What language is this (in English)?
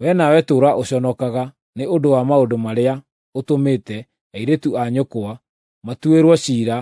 Kikuyu